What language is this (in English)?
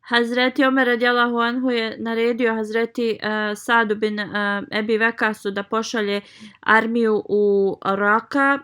Bosnian